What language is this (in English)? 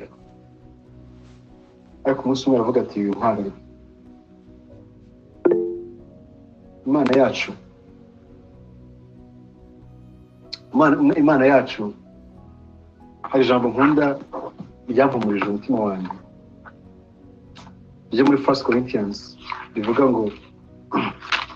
Kinyarwanda